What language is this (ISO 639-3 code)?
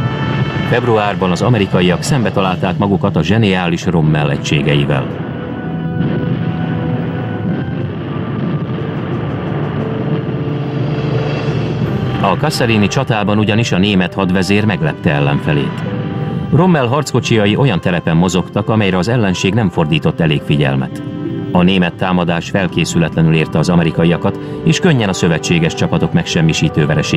hun